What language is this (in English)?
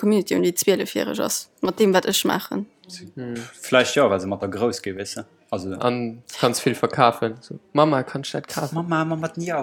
Luxembourgish